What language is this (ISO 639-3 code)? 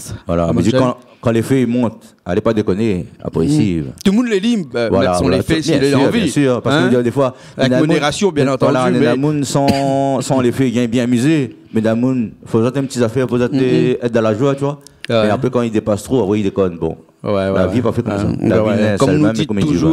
rcf